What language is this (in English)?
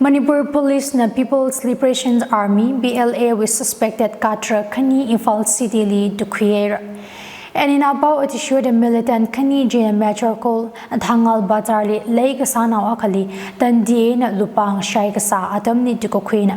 Tangkhul Naga (India)